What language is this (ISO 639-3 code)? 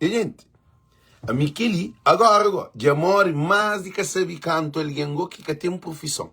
kea